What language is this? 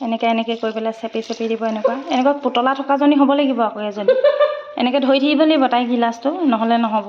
Assamese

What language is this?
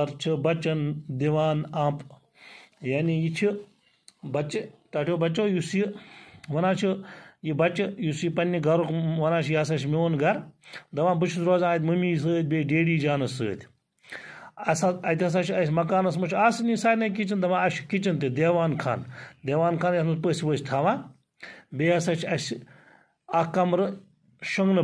Kashmiri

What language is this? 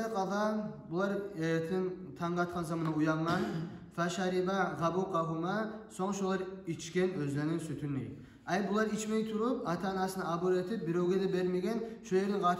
Kumyk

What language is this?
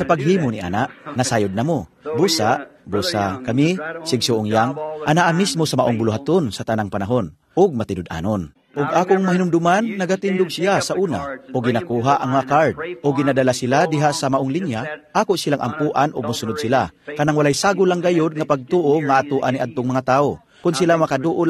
Cebuano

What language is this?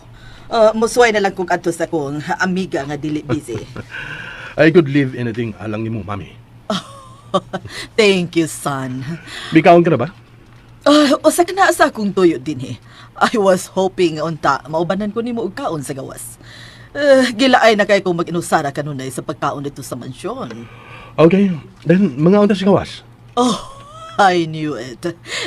Cebuano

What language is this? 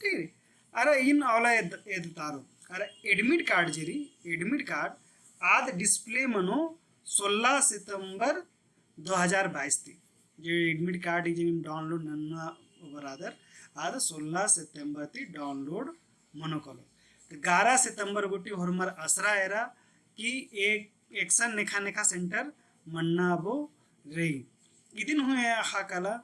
Kurukh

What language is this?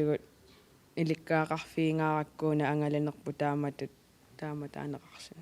Kalaallisut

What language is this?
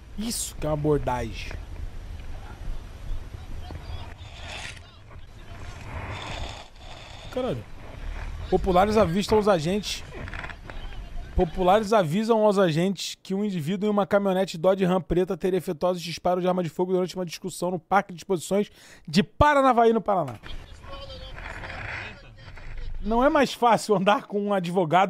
Portuguese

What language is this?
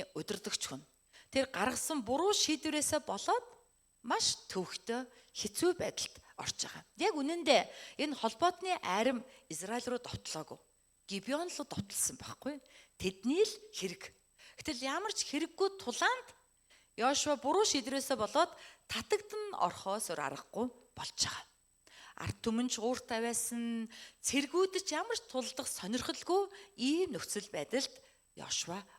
Mongolian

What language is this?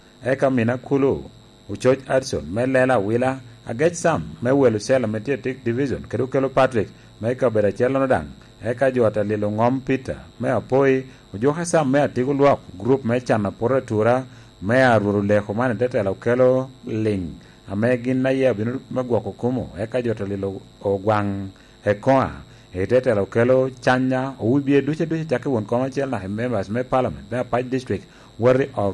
Lango (Uganda)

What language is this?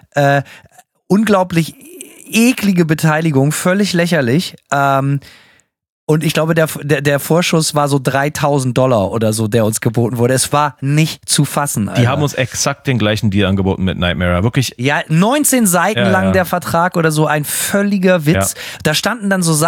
German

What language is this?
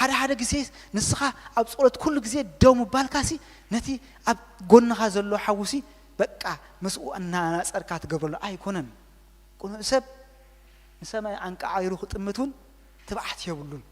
Tigrinya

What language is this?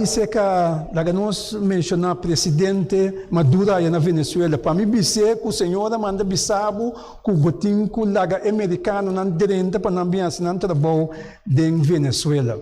Papiamento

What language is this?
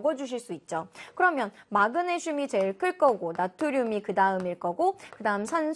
Korean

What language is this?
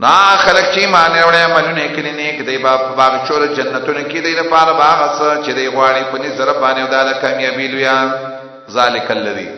Pashto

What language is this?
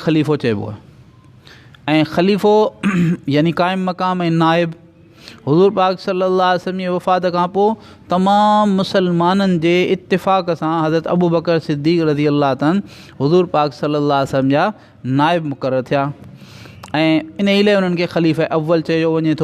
Sindhi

